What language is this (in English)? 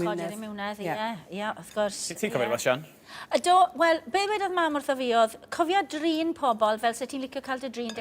Welsh